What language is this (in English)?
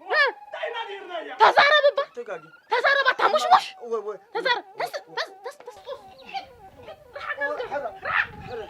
Tigrinya